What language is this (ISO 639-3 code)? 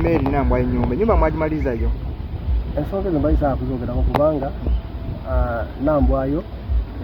lug